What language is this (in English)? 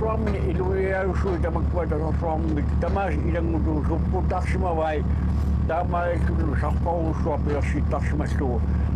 Kalaallisut